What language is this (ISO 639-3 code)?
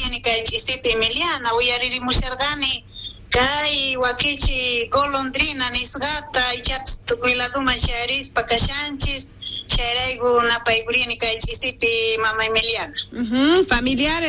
quh